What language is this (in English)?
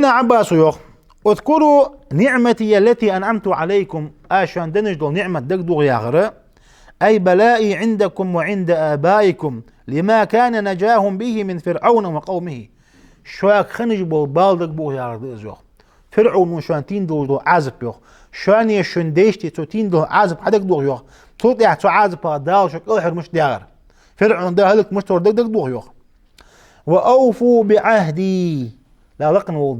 Ingush